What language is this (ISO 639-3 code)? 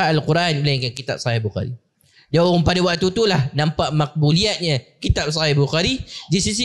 msa